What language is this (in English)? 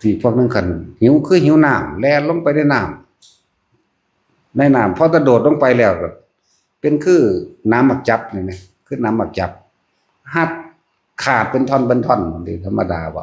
Northeastern Thai